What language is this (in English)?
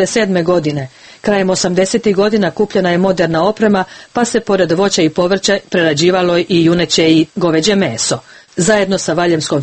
Bosnian